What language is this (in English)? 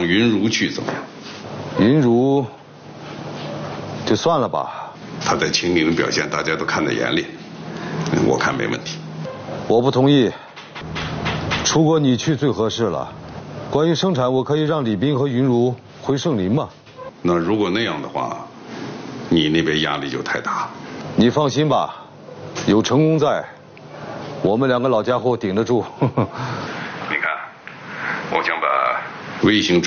Chinese